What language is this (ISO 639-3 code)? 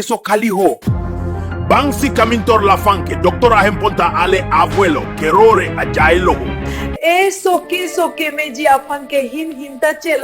mjw